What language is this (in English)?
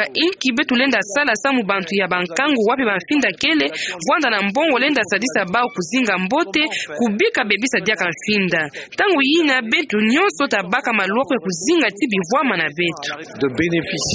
Kituba (Democratic Republic of Congo)